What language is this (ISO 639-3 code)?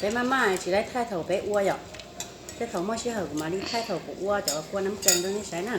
hmn